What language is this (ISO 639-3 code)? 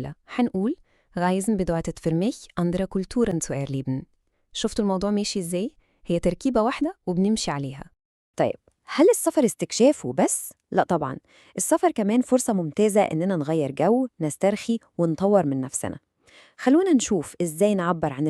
arz